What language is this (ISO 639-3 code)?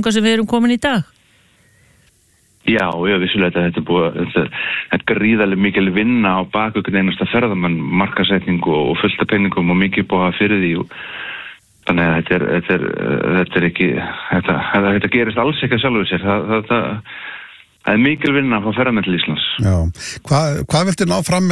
isl